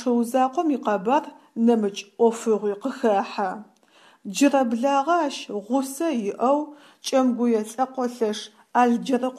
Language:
Adyghe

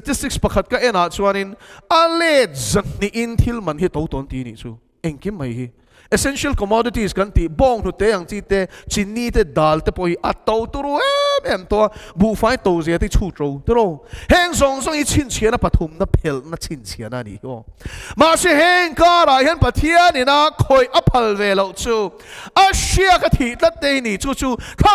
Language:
Mizo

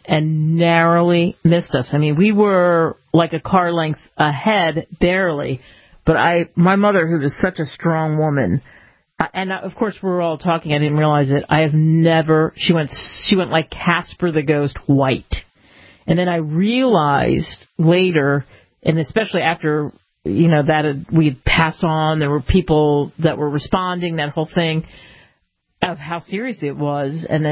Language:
English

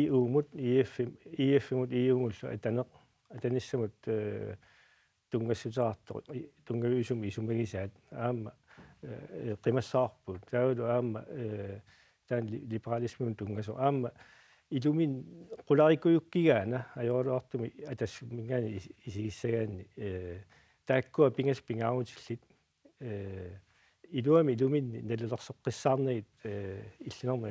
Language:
Kalaallisut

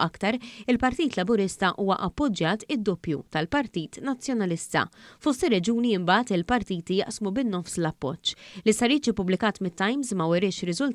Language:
Maltese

